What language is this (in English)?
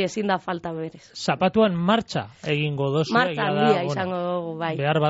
Basque